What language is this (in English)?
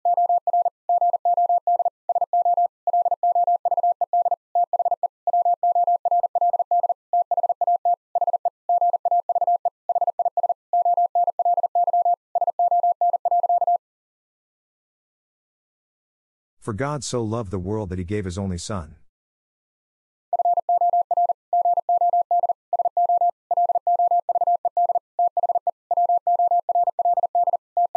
English